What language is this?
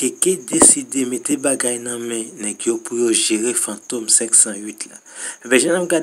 Haitian Creole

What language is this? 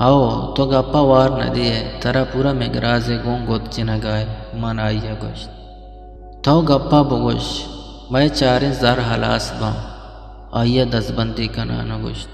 Eastern Balochi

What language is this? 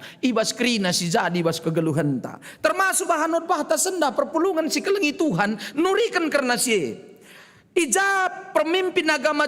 Batak Karo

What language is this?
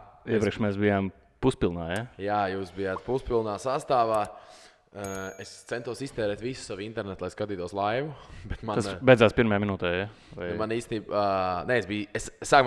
Latvian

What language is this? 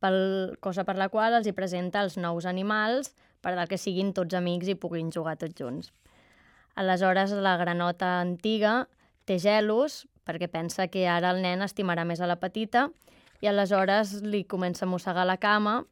Catalan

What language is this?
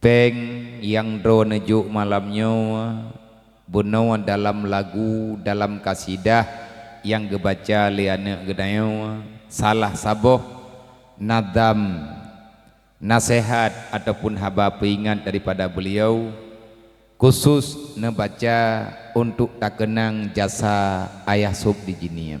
Achinese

